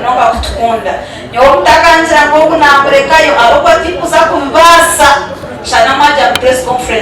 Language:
Nyankole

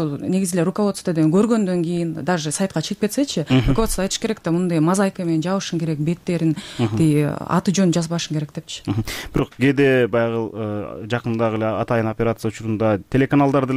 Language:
Kyrgyz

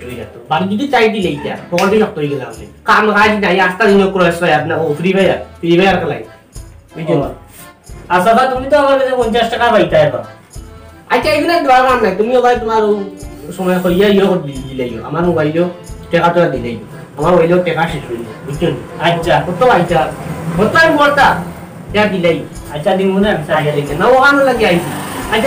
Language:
Sylheti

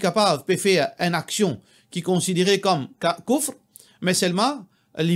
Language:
Morisyen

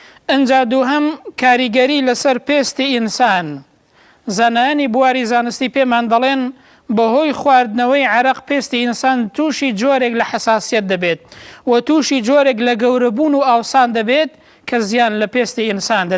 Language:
Central Kurdish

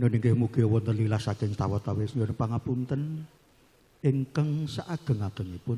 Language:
Javanese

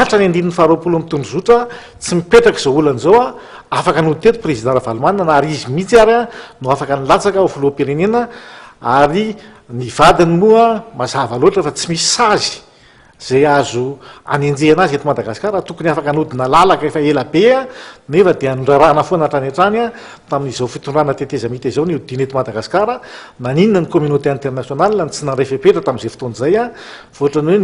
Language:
Malagasy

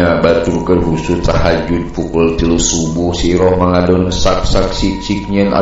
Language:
Sundanese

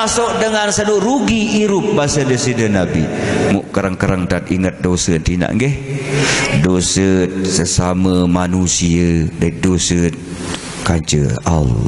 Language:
Sasak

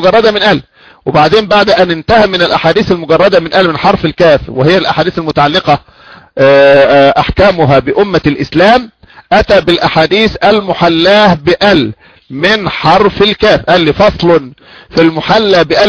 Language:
Arabic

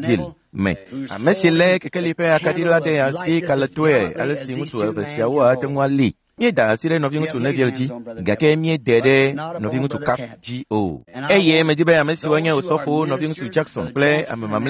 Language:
Ewe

